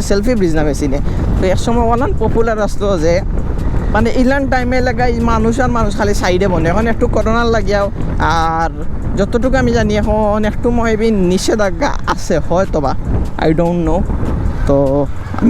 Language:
Sylheti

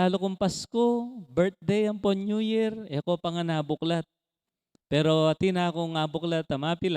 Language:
Pampanga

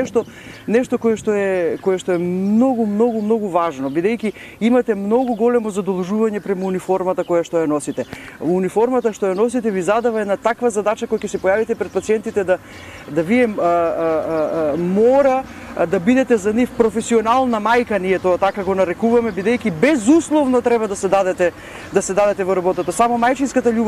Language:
Macedonian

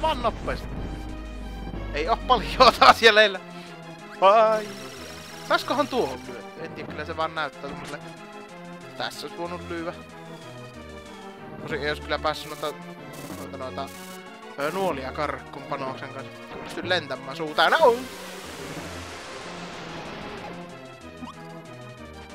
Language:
Finnish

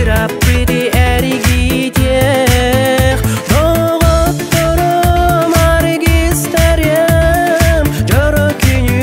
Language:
Yakut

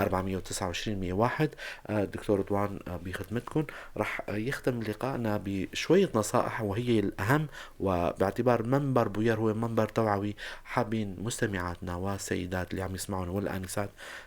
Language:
North Levantine Arabic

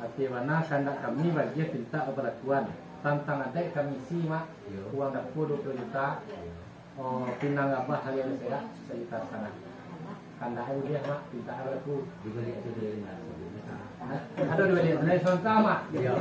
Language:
Minangkabau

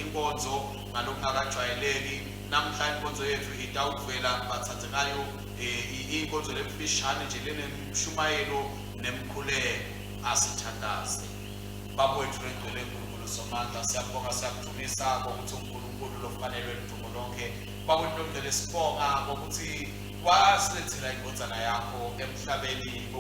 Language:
Swati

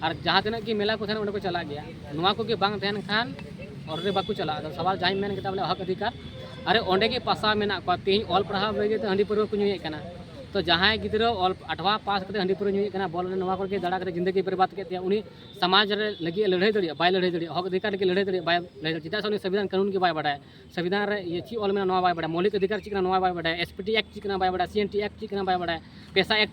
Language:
Santali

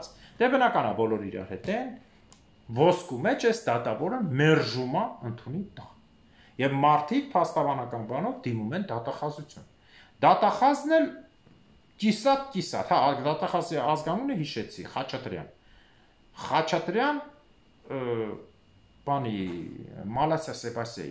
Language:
Armenian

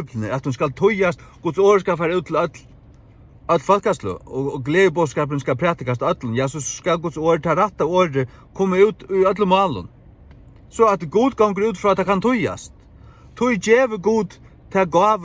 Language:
Faroese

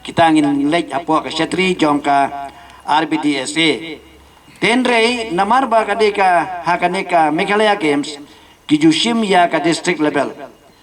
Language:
Khasi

